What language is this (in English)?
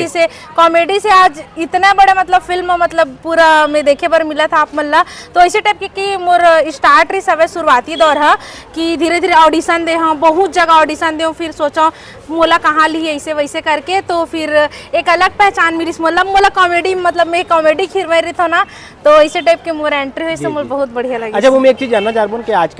Chhattisgarhi